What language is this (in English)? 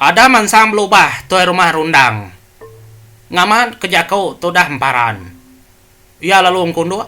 Iban